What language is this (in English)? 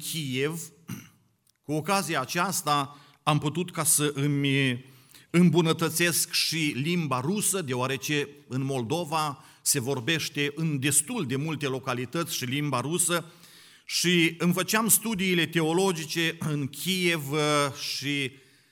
Romanian